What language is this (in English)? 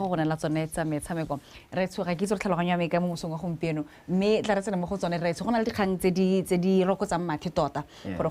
Tswana